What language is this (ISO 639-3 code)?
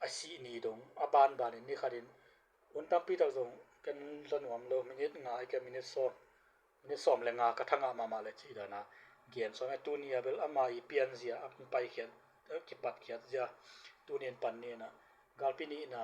ctd